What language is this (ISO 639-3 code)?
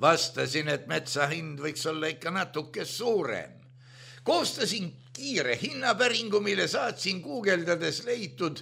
est